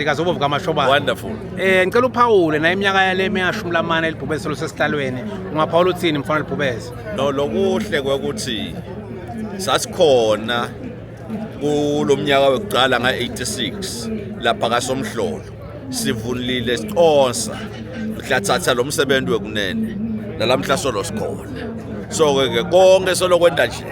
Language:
Swati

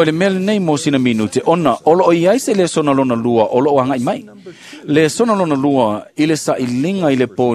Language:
Samoan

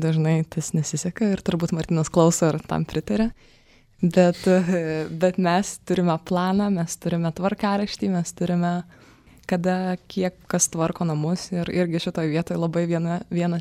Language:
Lithuanian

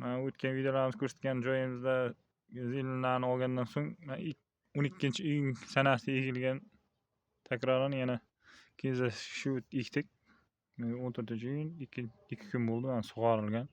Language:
Uzbek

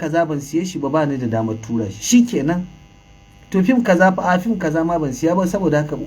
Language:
Hausa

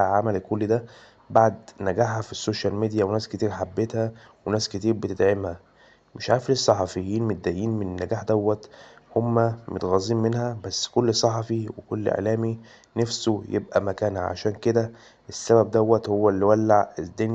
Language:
Egyptian Arabic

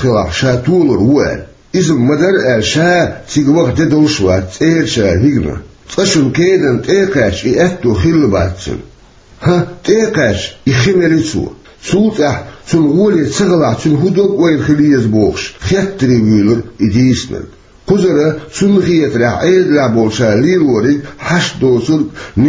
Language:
Chechen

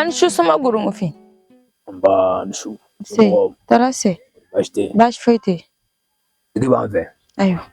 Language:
Bambara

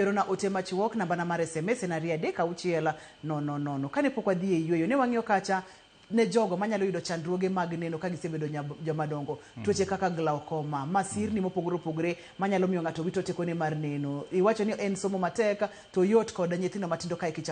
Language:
Luo (Kenya and Tanzania)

